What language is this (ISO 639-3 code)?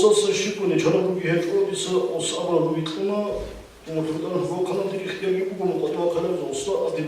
ava